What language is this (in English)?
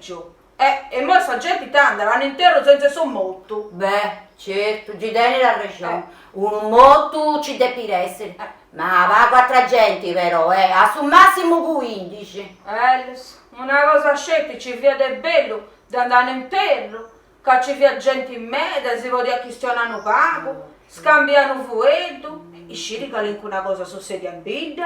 Sardinian